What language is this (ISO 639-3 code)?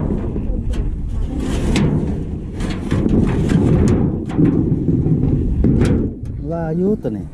tts